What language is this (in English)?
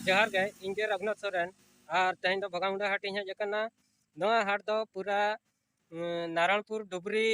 Santali